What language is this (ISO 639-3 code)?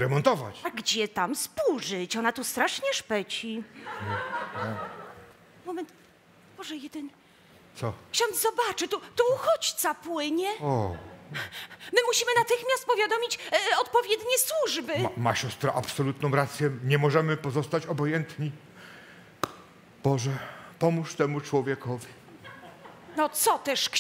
pol